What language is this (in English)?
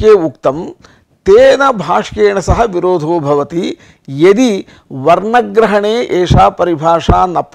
Sanskrit